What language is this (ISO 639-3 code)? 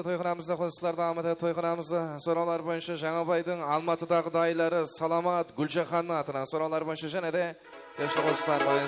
kaa